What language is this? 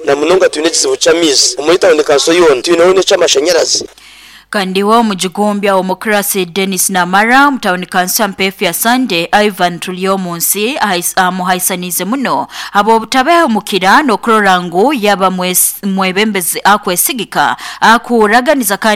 Nyoro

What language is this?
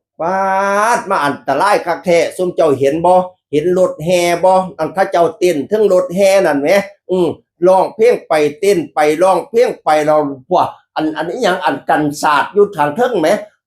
Northeastern Thai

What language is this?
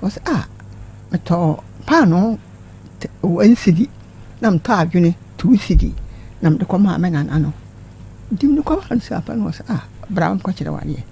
Akan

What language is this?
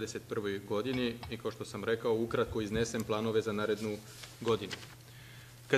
Serbian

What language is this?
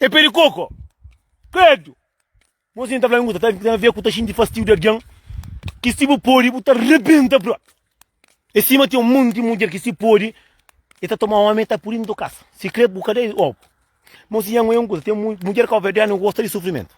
Kabuverdianu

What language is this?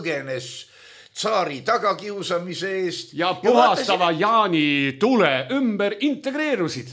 Estonian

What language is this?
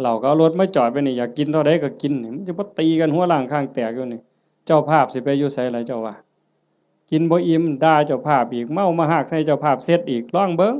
Northeastern Thai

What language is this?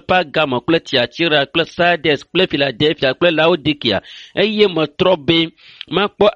Ewe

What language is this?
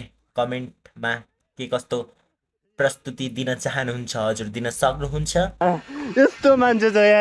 Nepali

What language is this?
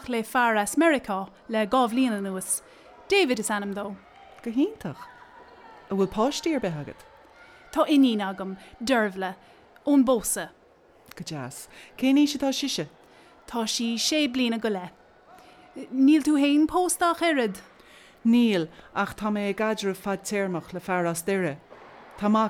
Irish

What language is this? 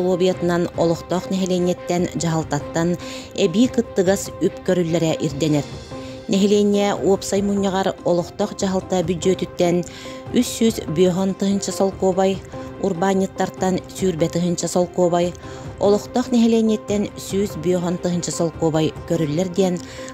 Yakut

